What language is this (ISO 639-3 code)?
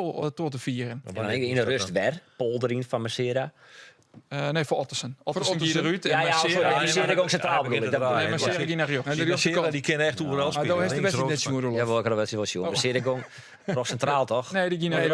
fry